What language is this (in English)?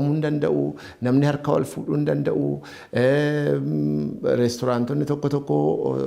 Oromo